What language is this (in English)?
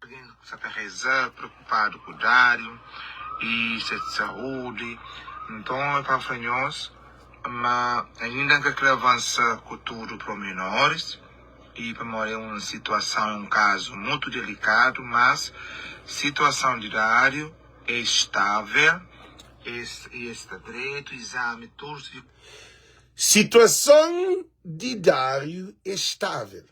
Kabuverdianu